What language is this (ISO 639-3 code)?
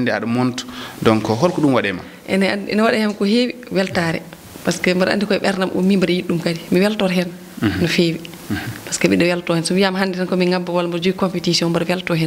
ful